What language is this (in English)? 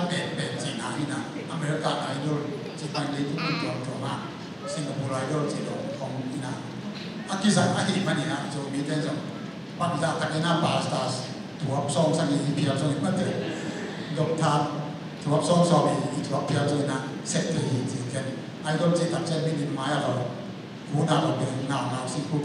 Tedim Chin